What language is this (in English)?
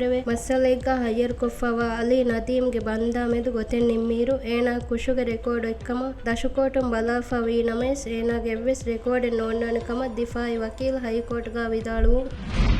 Divehi